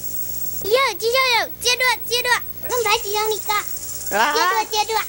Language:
Hmong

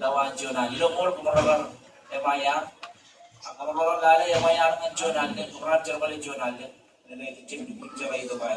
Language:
Marshallese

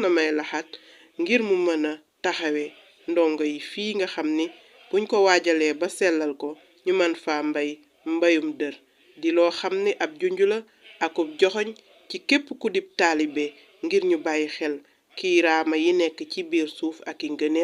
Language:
Wolof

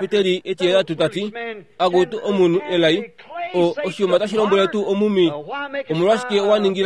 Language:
Kuanyama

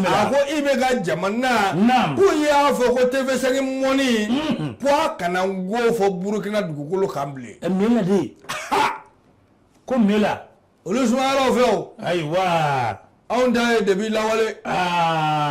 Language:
Bambara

